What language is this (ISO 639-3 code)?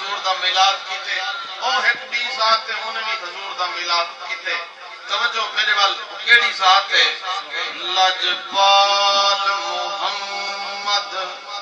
skr